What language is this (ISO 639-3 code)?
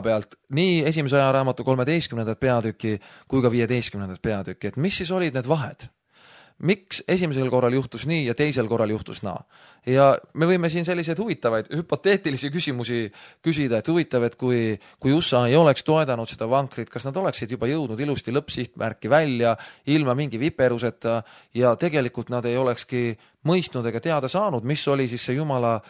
est